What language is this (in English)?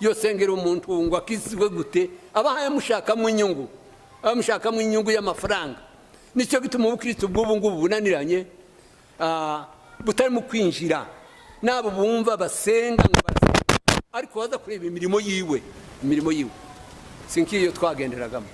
Kinyarwanda